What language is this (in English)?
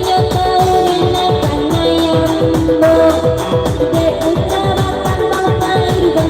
Minangkabau